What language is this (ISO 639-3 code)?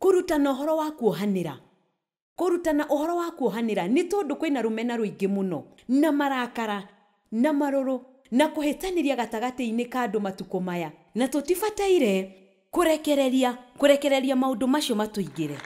kik